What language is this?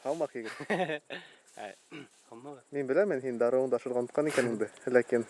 Bashkir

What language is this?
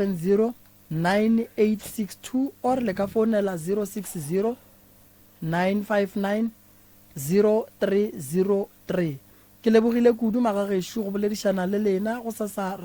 Northern Sotho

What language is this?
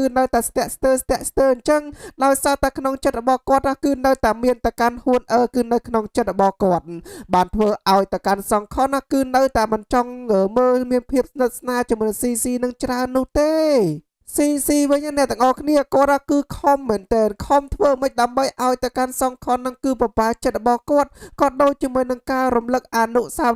Khmer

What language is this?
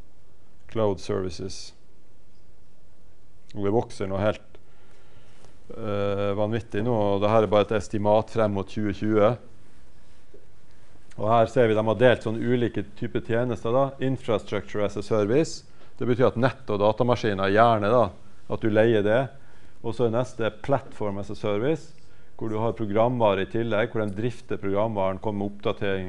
Norwegian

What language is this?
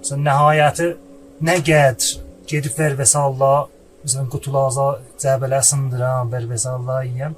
South Azerbaijani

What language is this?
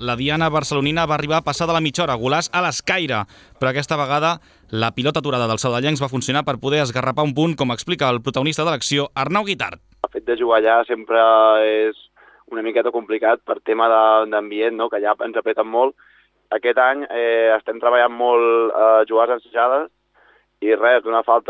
Catalan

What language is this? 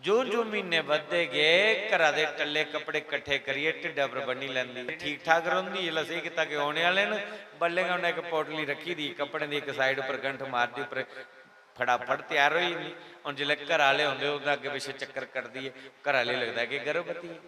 Dogri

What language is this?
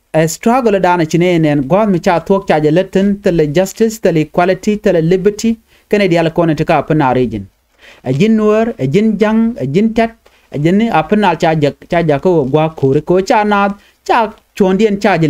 Nuer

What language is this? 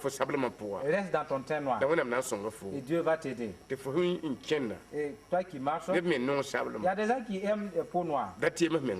Mossi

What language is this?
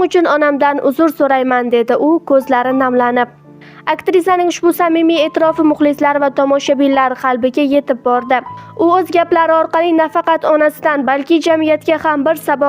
Uzbek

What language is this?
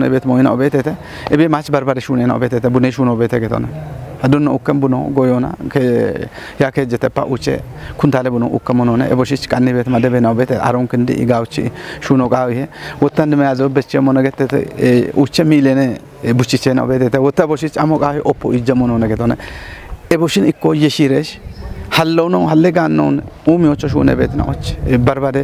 Kafa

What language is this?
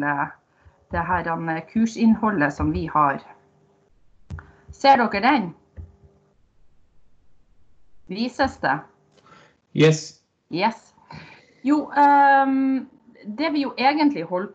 Norwegian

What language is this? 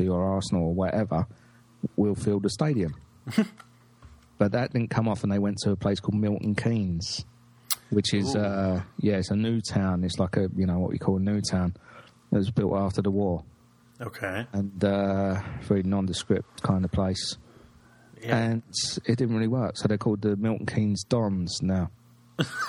English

